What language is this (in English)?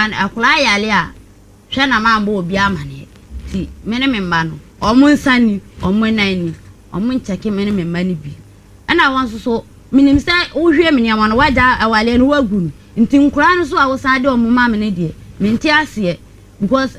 Akan